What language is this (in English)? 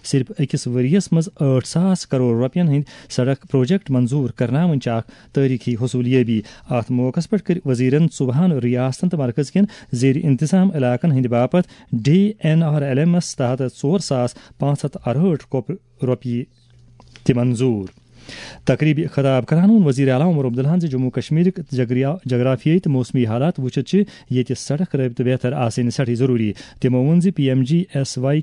Kashmiri